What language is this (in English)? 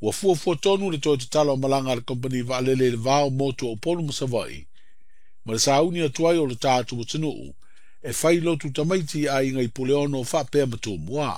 Samoan